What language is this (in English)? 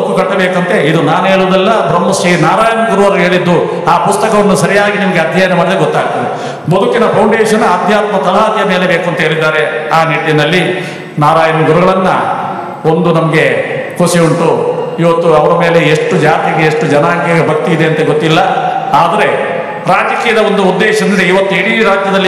Kannada